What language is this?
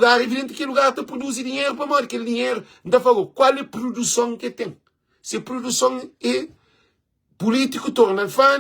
Kabuverdianu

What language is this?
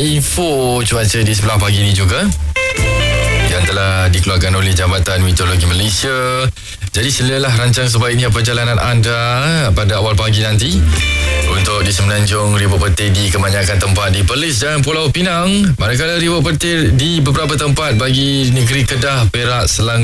Malay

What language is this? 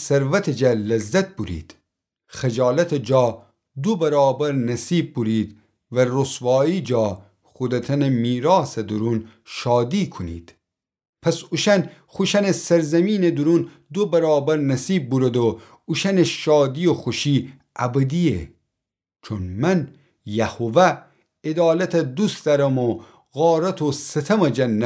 Gilaki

